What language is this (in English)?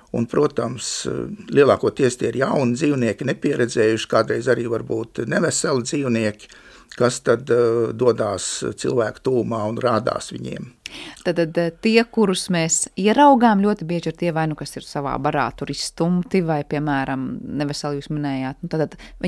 Latvian